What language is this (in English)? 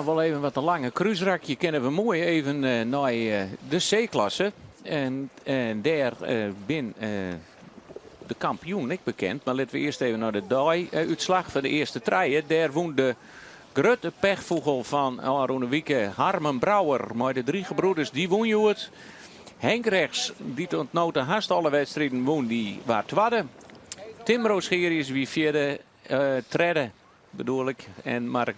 Western Frisian